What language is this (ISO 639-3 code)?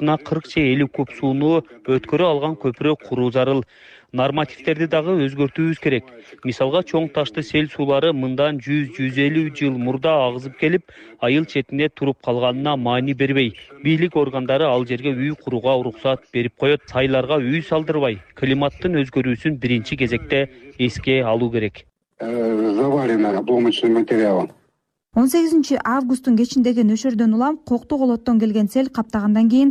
kir